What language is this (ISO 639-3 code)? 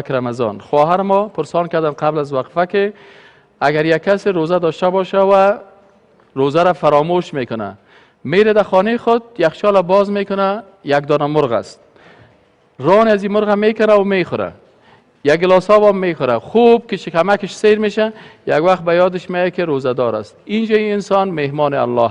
fas